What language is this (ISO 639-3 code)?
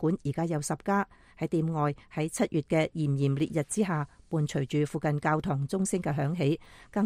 yue